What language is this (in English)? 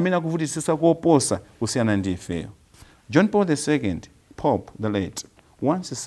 Nyanja